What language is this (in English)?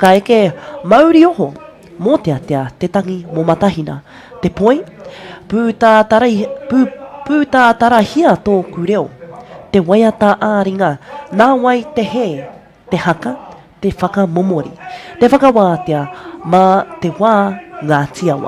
Māori